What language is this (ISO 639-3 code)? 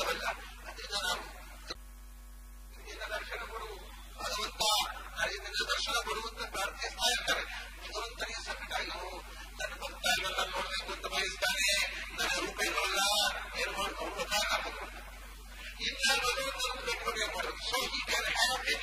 kan